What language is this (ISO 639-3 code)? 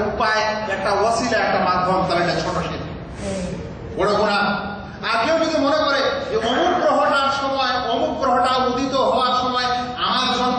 ben